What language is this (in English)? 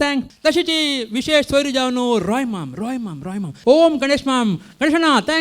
Konkani